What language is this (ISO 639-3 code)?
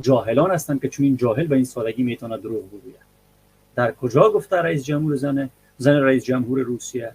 fas